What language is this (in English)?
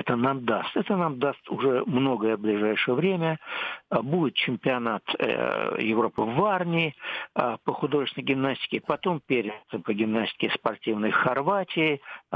Russian